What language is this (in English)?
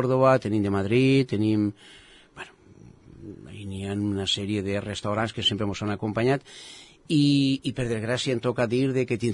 Catalan